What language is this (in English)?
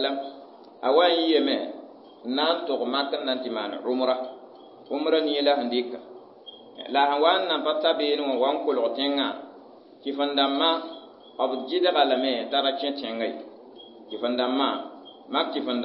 Mossi